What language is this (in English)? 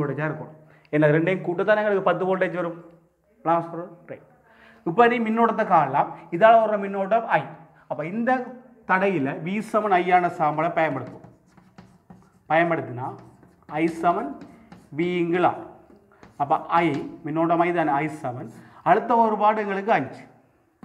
Tamil